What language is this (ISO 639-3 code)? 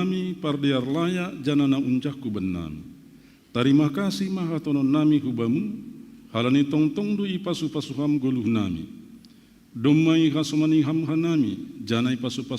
bts